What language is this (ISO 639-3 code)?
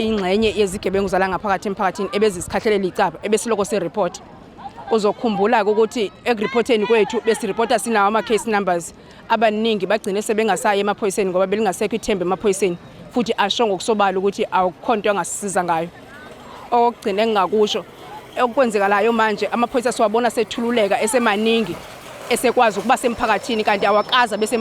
zul